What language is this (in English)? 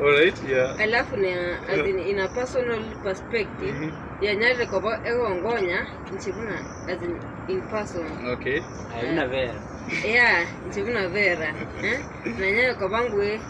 Gusii